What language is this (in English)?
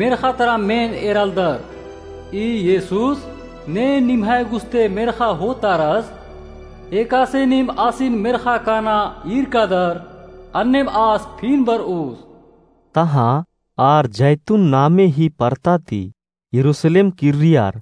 Kurukh